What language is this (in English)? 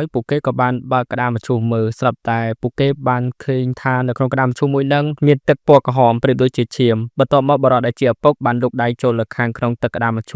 Khmer